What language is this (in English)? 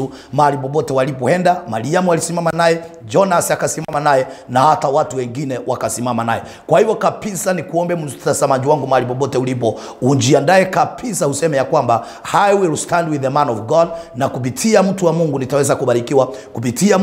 Swahili